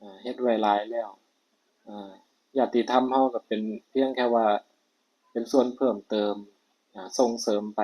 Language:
Northeastern Thai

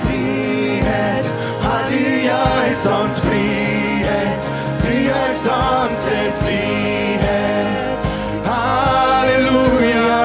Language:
Plautdietsch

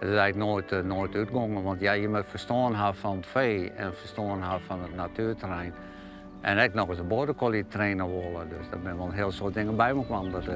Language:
Western Frisian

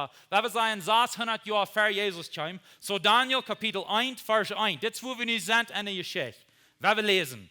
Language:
Plautdietsch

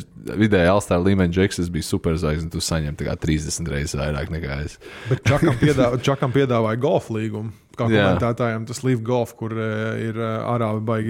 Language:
Latvian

